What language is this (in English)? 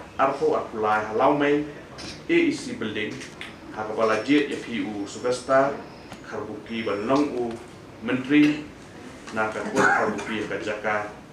Khasi